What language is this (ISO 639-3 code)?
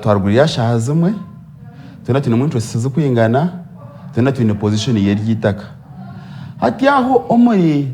nyn